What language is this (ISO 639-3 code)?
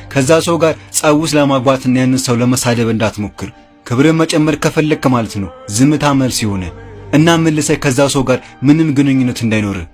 amh